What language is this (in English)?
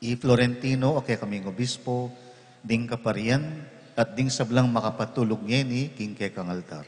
Pampanga